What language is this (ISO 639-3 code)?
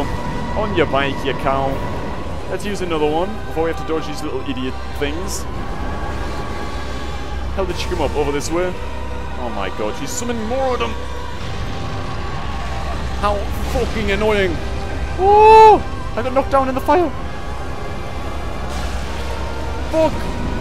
eng